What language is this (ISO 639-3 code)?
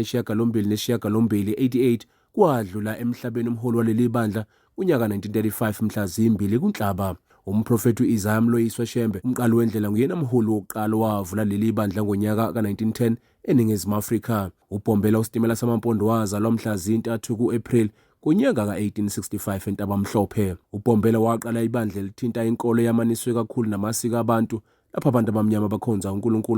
zul